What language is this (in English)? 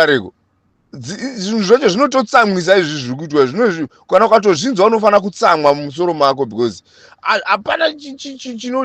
Shona